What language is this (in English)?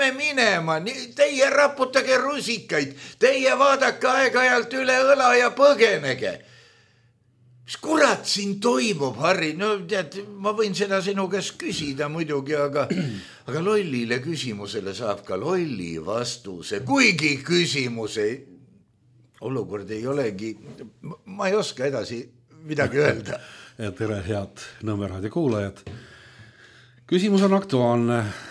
Estonian